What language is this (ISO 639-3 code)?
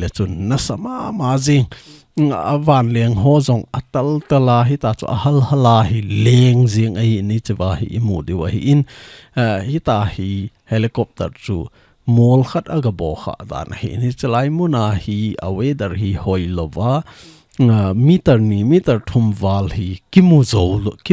tcz